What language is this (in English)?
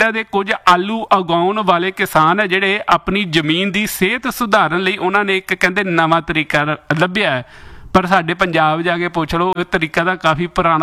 Punjabi